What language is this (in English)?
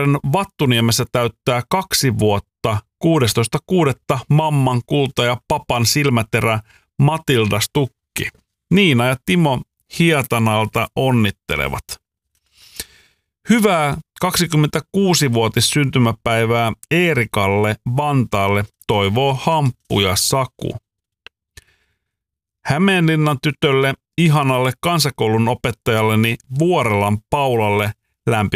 Finnish